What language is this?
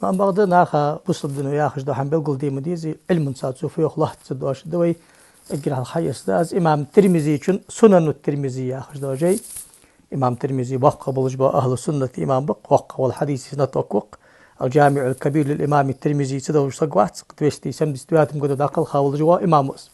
Ingush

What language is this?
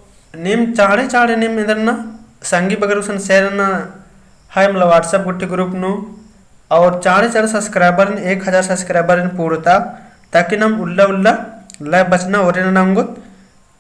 Kurukh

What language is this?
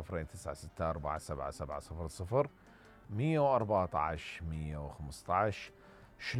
Mesopotamian Arabic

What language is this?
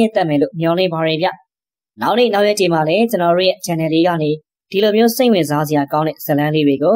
Burmese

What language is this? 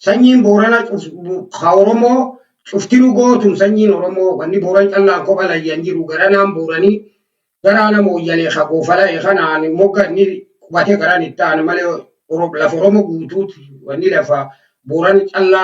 Oromo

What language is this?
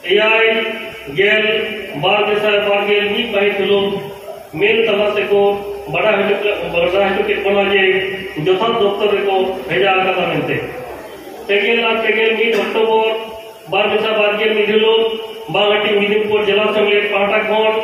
Santali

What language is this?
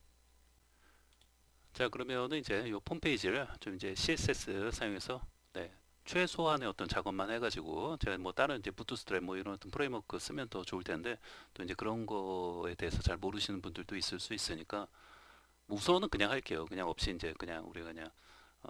Korean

